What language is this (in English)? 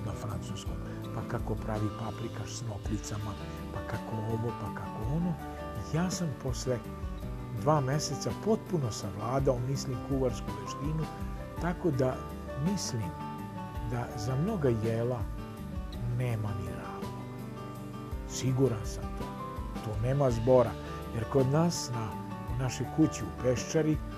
Serbian